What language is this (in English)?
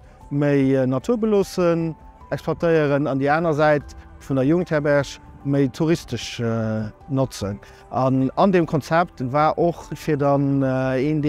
Luxembourgish